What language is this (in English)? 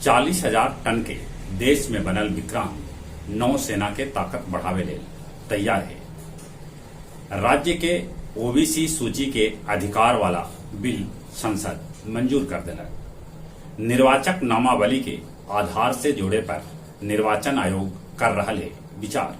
Magahi